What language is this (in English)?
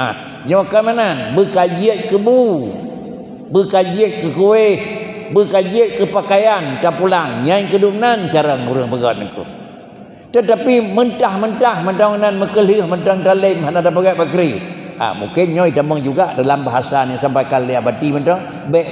Achinese